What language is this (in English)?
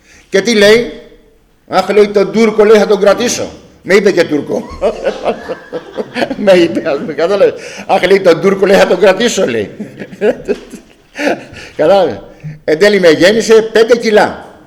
Greek